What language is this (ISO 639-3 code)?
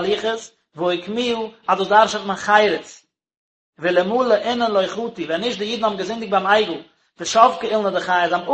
yid